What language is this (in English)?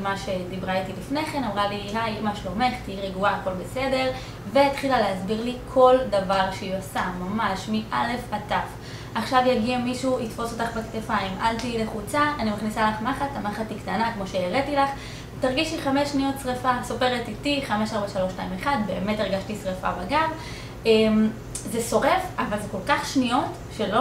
Hebrew